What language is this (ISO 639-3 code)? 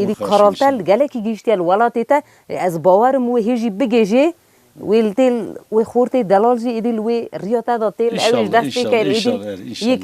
kur